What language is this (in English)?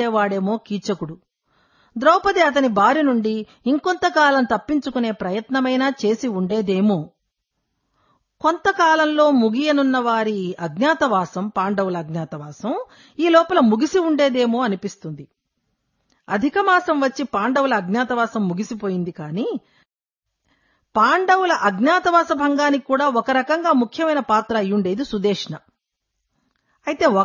Telugu